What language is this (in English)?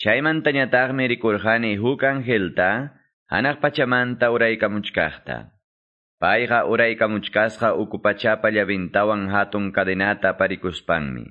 Quechua